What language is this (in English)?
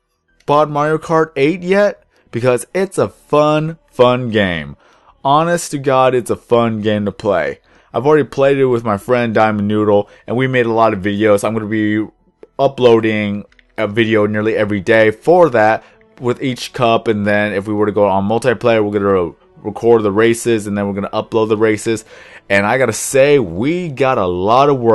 English